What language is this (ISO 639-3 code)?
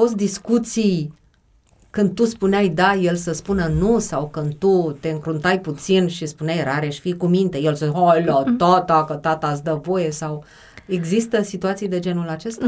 ron